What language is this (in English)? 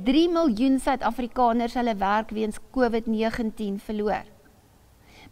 Afrikaans